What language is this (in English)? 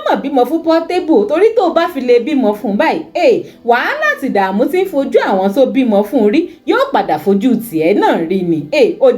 Yoruba